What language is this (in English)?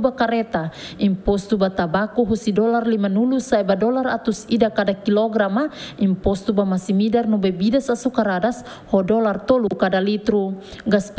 Tetum